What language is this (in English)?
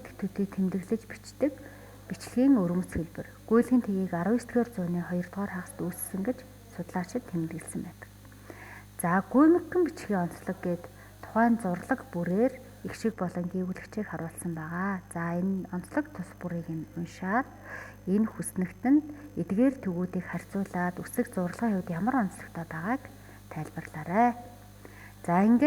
Mongolian